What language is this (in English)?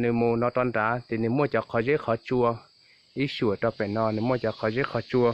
Hmong